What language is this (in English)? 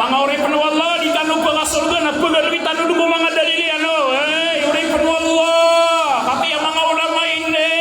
Maranao